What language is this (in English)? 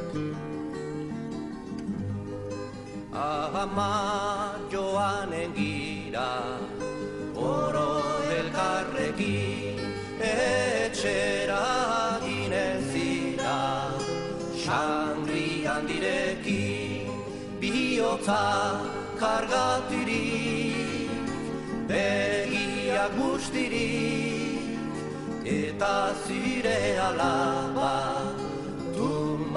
Basque